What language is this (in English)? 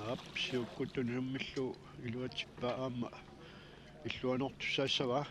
Kalaallisut